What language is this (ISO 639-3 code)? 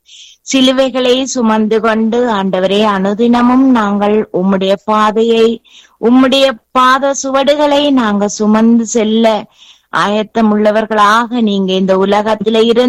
tam